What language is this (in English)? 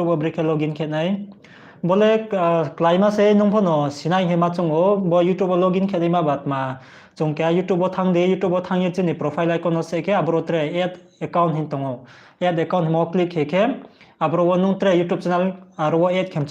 Riang (India)